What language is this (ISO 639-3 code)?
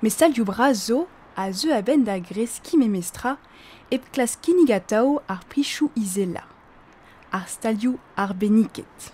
bre